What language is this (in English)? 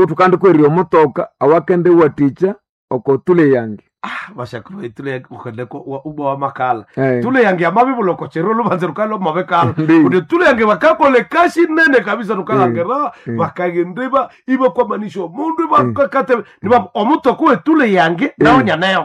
Nande